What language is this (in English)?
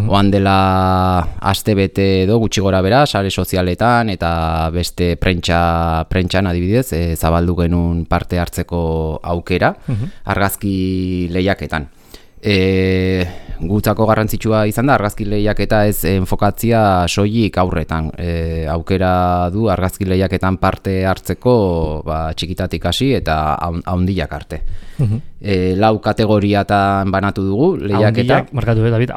Basque